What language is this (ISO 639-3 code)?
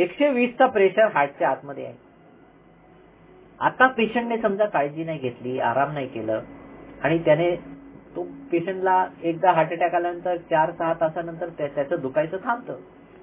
mar